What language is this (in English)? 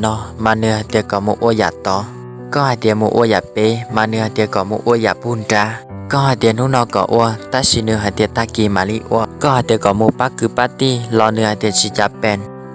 Hmong